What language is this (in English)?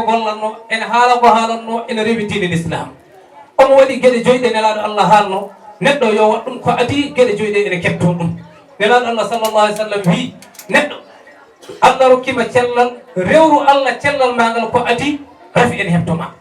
Fula